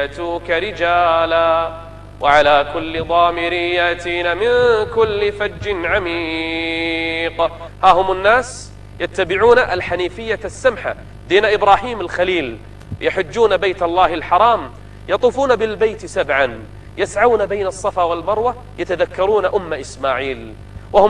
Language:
Arabic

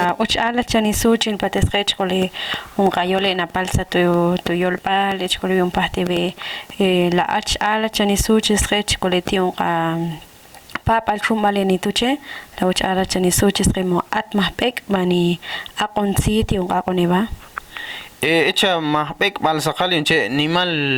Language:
Ixil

